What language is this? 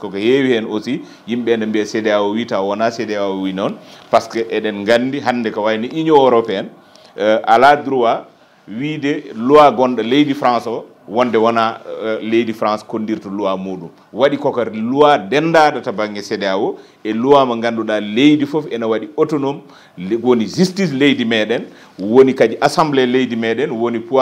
Fula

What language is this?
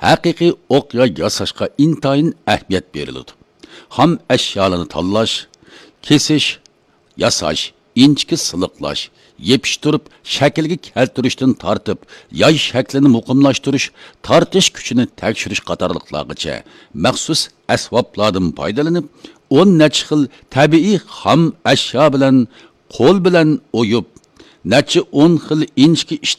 Uyghur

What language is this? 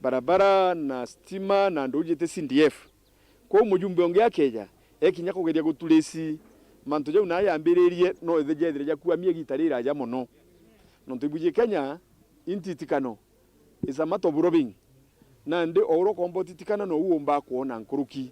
Meru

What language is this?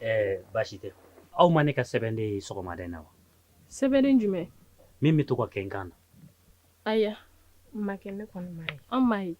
Bambara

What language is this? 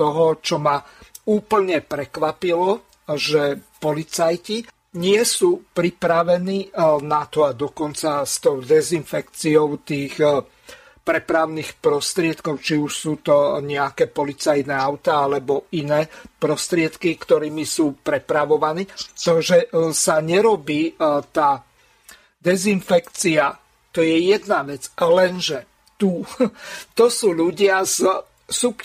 Slovak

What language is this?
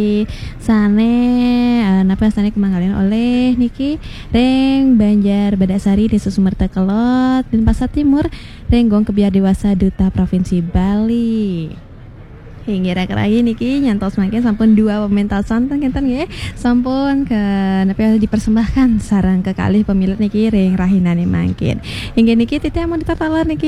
Balinese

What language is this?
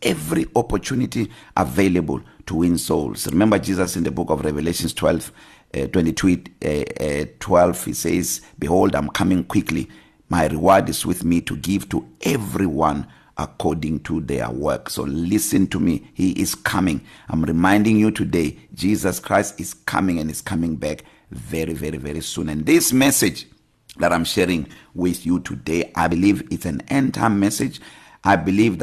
English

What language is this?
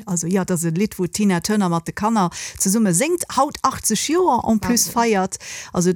Luxembourgish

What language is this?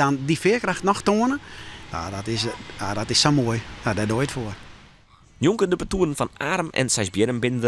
Western Frisian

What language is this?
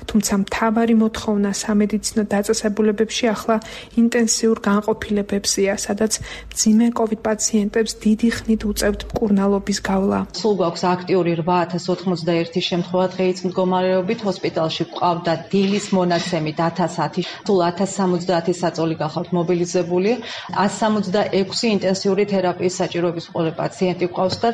Georgian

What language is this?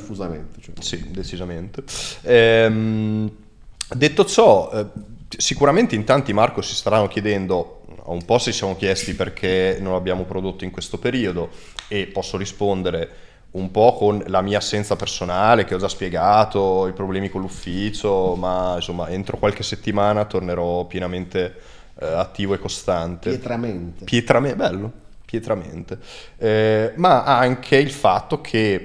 Italian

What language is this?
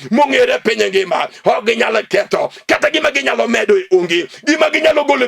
Luo (Kenya and Tanzania)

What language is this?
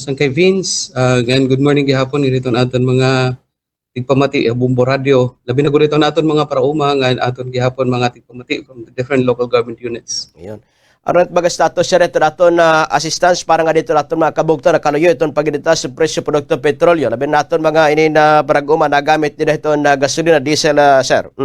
Waray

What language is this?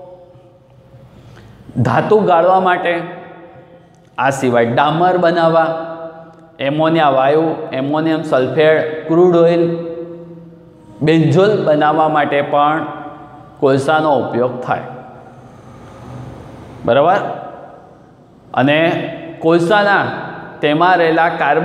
Gujarati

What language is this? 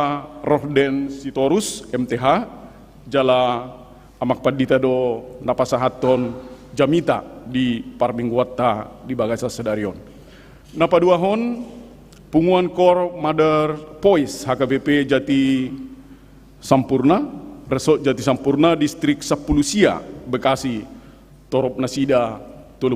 Batak Toba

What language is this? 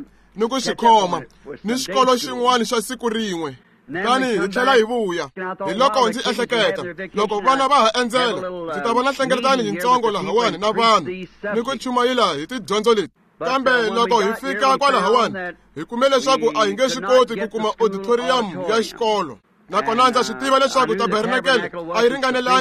Tsonga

